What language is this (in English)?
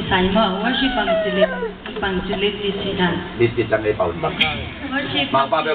Tedim Chin